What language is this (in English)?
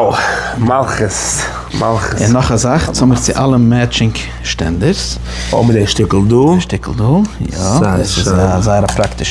Yiddish